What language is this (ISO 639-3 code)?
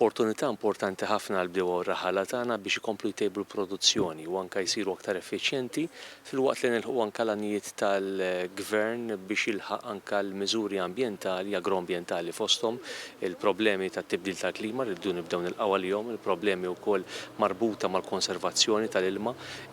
mlt